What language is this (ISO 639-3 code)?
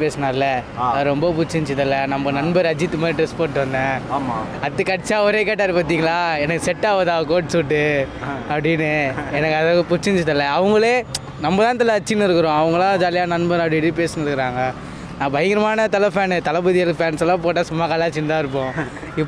tam